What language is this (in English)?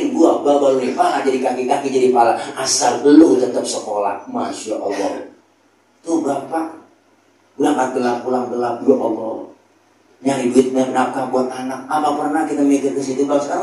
Betawi